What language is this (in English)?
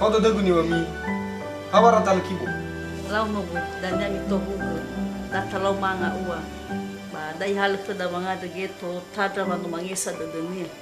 Nias